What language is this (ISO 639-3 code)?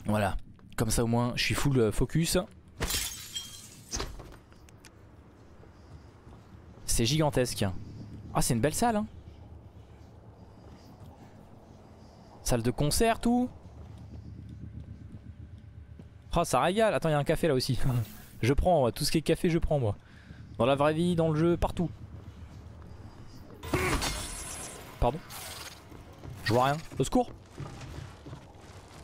fra